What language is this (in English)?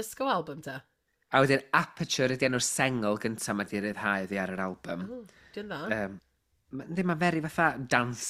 Welsh